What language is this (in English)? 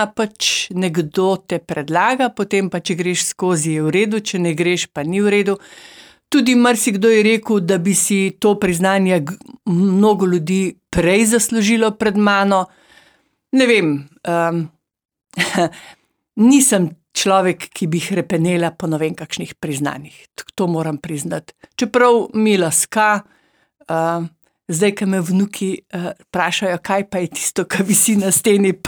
Slovenian